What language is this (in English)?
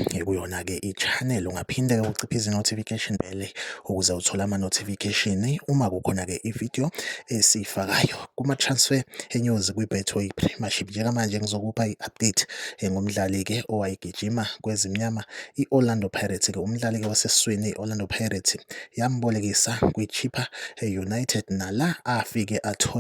Zulu